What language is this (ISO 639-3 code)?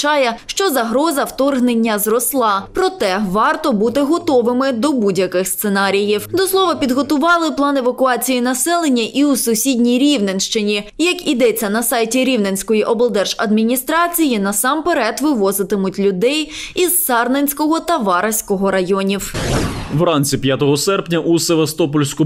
ukr